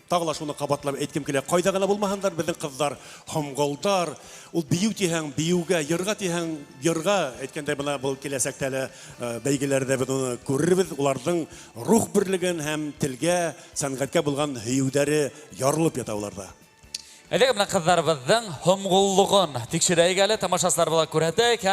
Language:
Bashkir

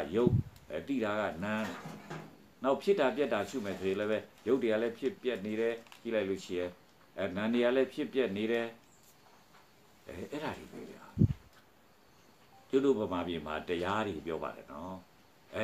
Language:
Burmese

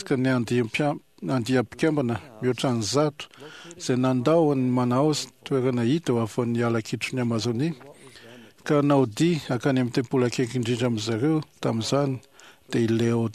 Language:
Malagasy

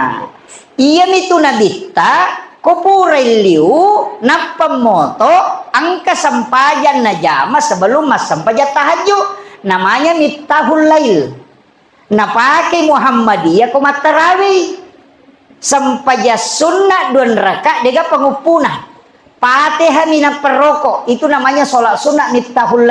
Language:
Buginese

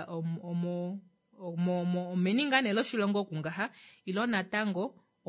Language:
Kuanyama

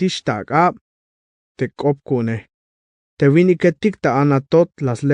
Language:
Tzeltal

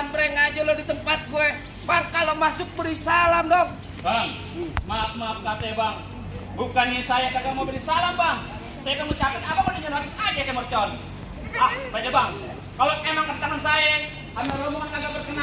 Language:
Betawi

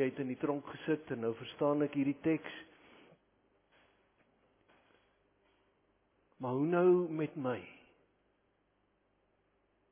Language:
Afrikaans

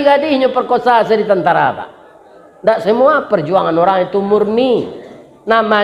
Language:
Minangkabau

